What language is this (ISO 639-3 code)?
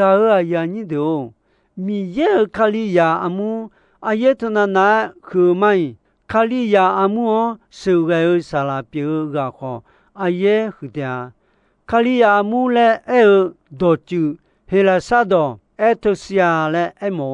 ahk